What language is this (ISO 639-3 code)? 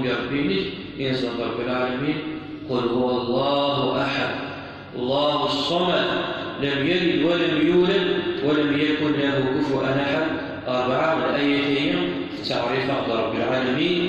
kab